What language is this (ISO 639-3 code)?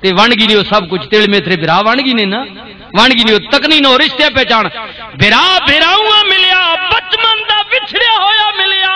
lah